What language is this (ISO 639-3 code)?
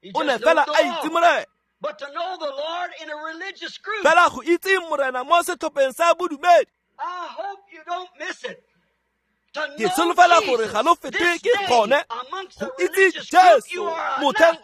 tsn